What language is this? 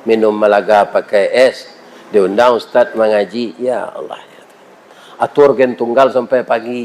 Minangkabau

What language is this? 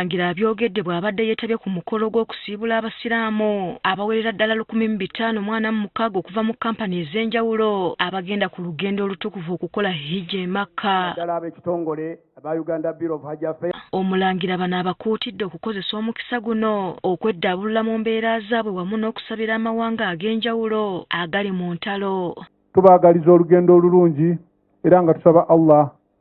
Ganda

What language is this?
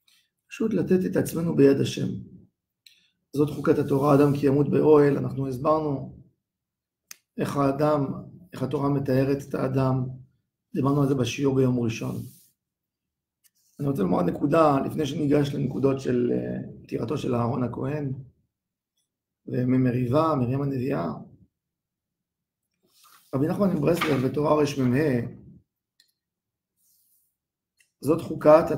Hebrew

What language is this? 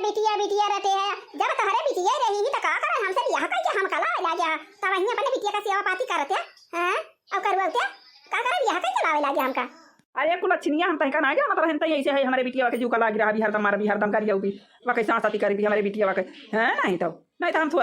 Awadhi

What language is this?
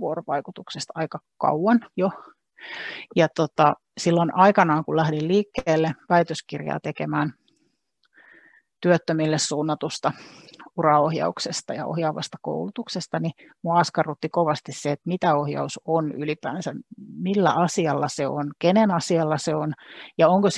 Finnish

